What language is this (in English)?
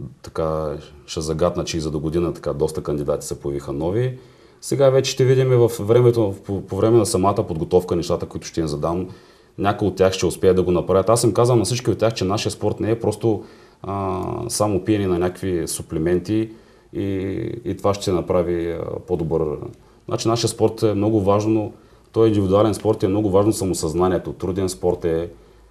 Bulgarian